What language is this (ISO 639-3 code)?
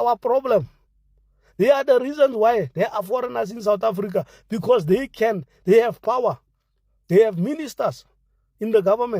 eng